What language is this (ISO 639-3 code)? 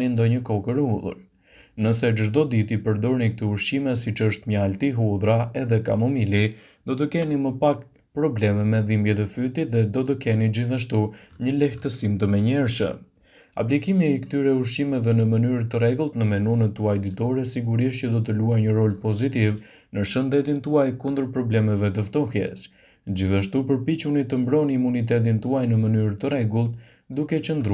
sqi